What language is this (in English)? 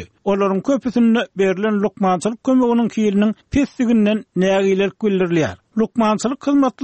Turkmen